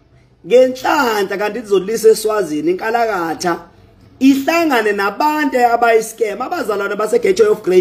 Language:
Zulu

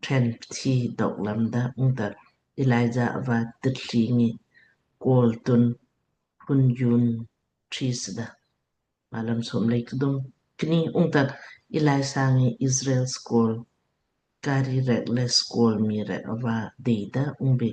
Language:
Lamkang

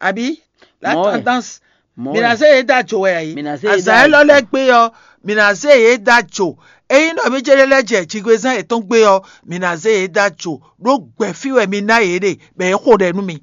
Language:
Fon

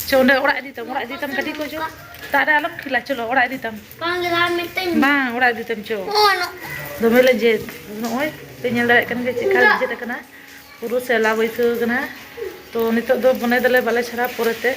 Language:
Santali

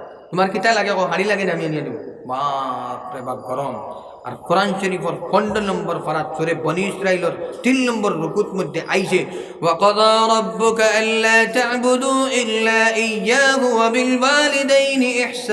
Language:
Sylheti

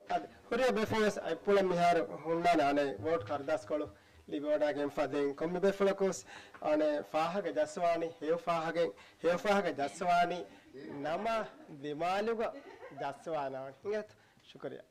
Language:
Divehi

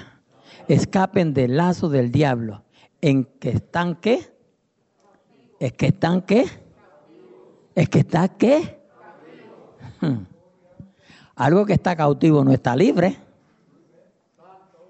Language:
Spanish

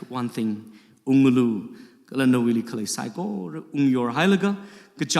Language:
Tangkhul Naga (India)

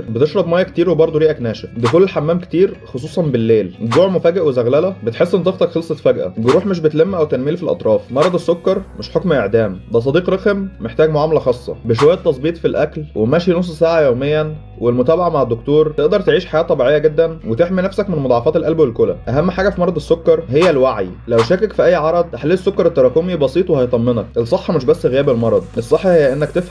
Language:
Egyptian Arabic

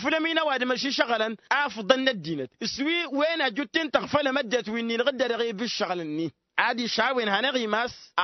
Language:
Tamasheq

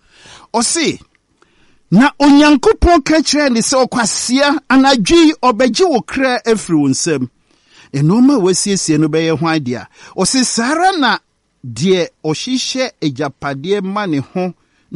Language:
Akan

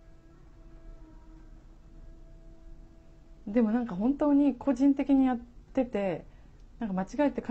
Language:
Japanese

